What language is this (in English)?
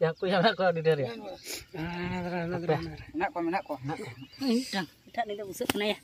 Santali